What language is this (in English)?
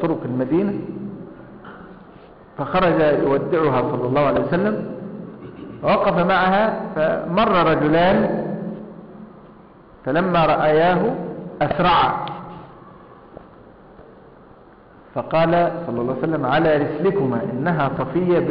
Arabic